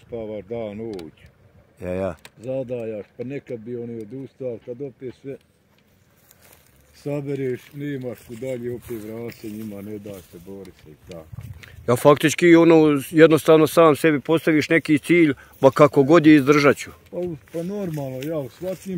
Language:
Bosnian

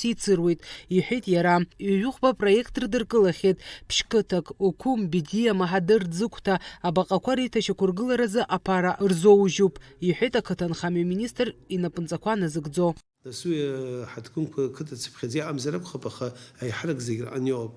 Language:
Abkhazian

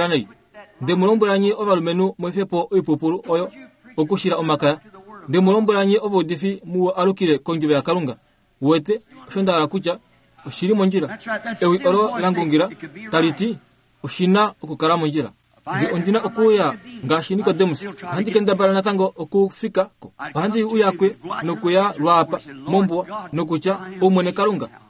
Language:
Kuanyama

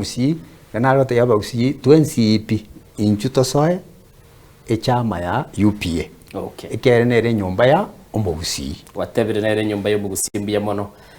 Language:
Gusii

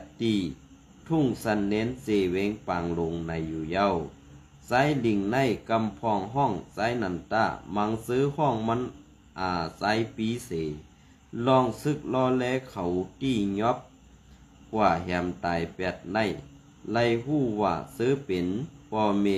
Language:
Shan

